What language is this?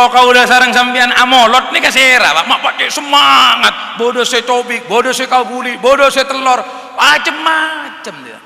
Madurese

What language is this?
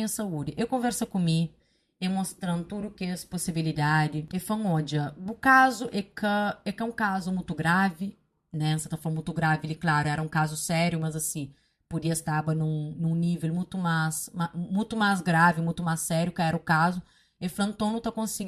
Kabuverdianu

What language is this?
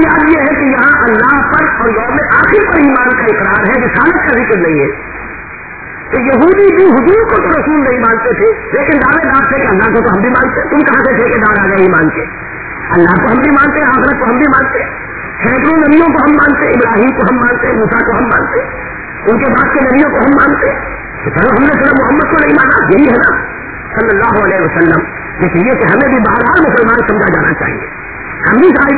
Urdu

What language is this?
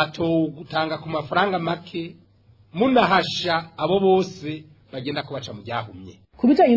Rundi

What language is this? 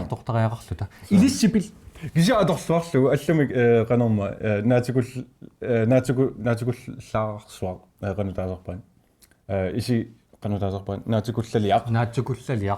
Kalaallisut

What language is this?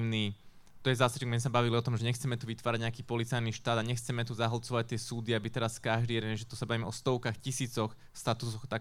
Slovak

